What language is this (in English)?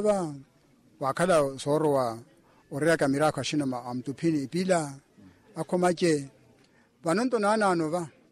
Makhuwa